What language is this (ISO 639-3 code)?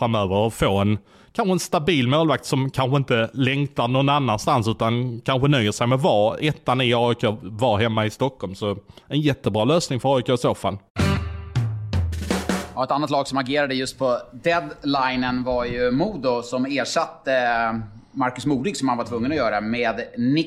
swe